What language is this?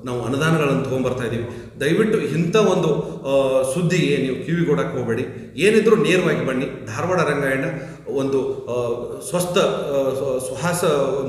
Kannada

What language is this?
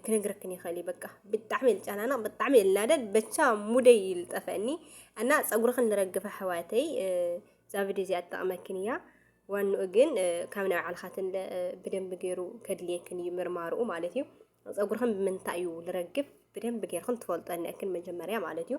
Tigrinya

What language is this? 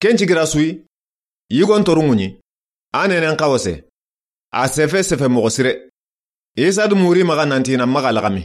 Soninke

